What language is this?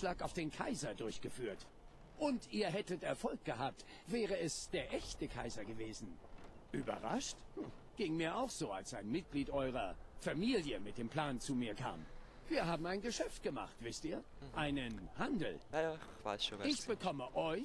Swiss German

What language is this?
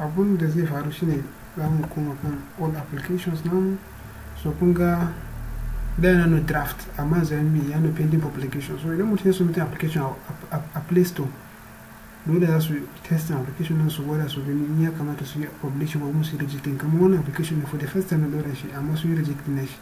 Hausa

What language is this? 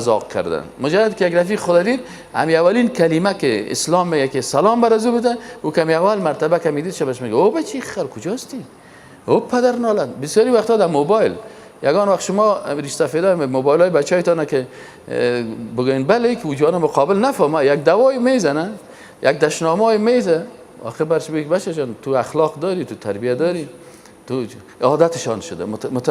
Persian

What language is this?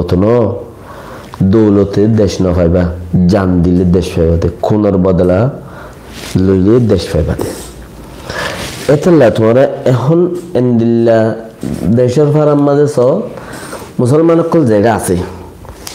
Rohingya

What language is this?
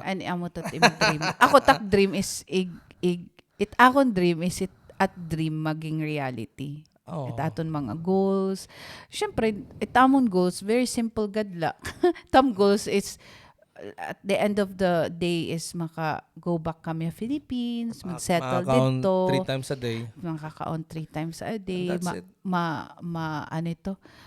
Waray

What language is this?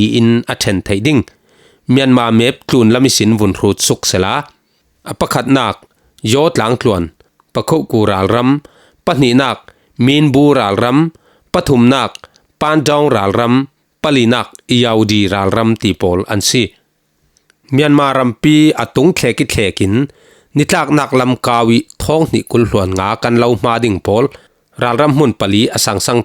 Falam Chin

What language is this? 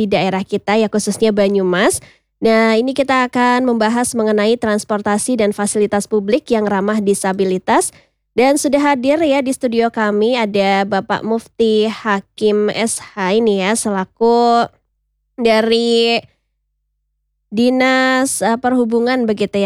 Indonesian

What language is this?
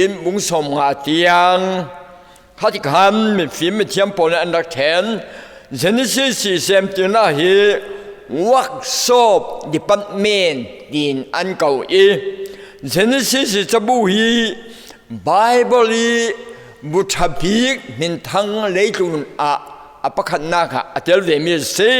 Falam Chin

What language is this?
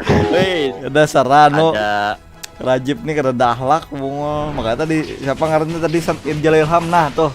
Banjar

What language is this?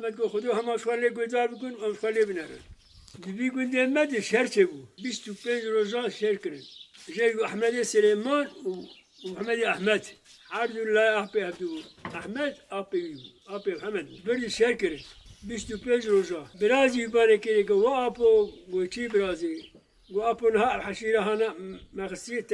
Kurdish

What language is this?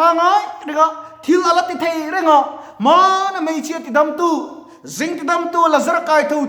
Mizo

